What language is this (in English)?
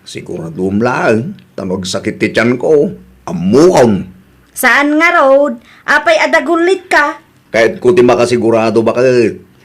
Iloko